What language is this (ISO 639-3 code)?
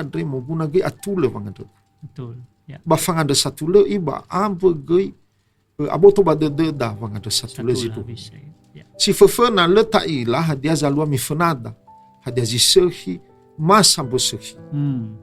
nia